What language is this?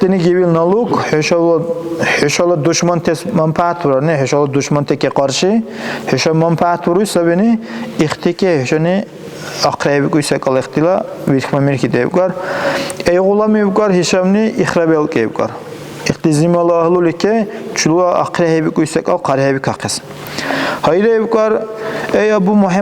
Dargwa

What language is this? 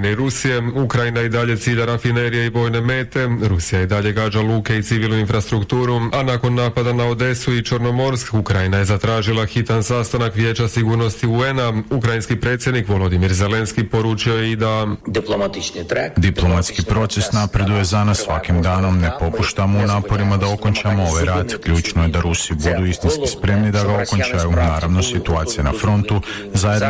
Croatian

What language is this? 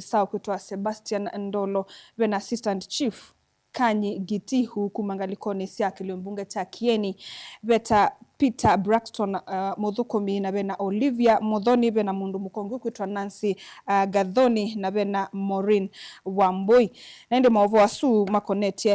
Kamba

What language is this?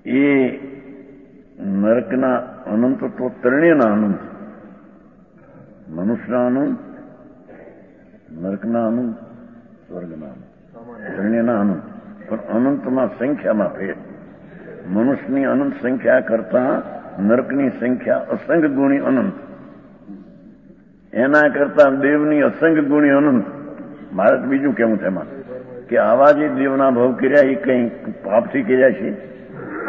Gujarati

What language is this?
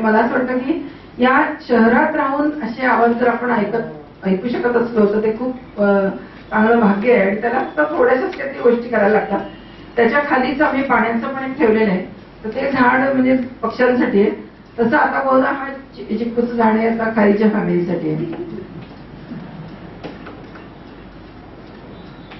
Marathi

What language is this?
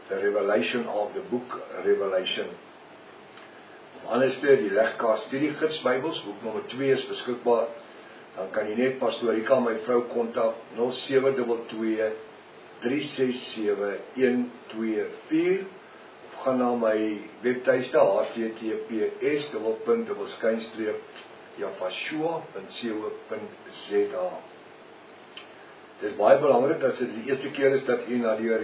Afrikaans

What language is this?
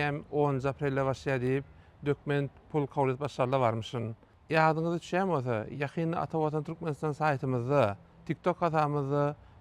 Turkmen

